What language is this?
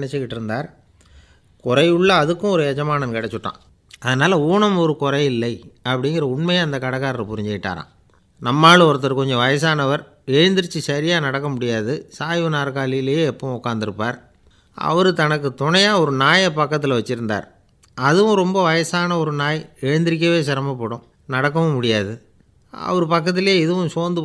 Tamil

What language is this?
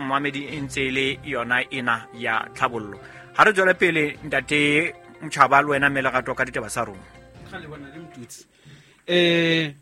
Southern Sotho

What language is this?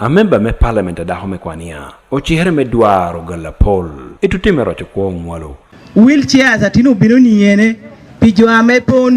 Acoli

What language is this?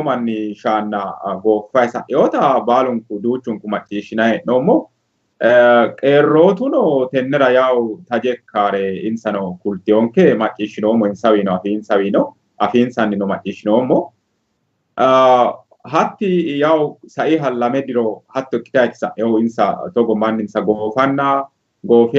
Sidamo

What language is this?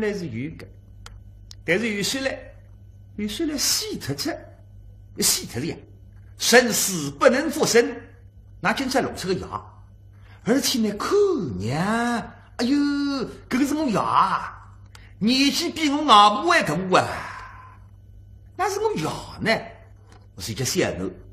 Wu Chinese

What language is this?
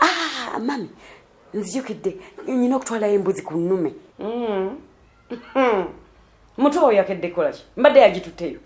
Ganda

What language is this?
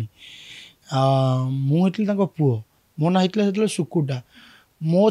Odia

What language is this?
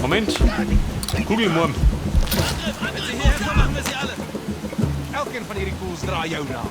Bavarian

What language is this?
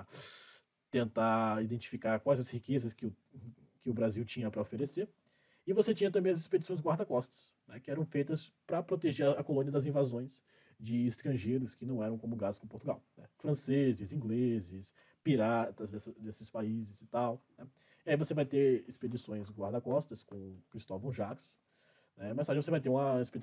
Portuguese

